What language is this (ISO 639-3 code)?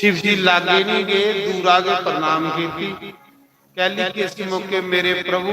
doi